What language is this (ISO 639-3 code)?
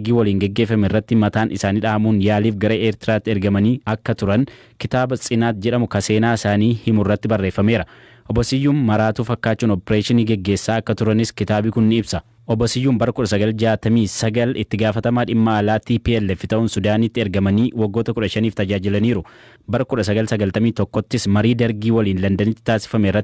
orm